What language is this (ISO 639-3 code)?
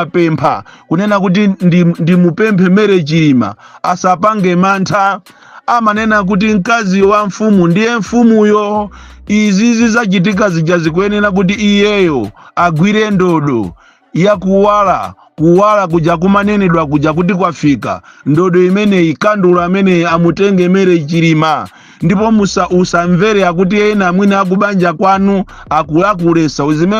nya